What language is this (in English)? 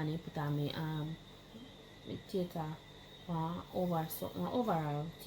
Jamaican Creole English